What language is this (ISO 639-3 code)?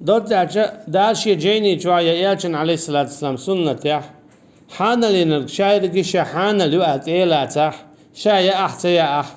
che